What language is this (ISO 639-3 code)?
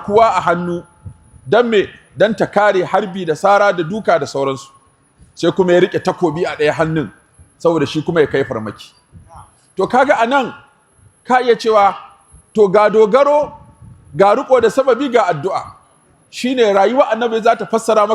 hau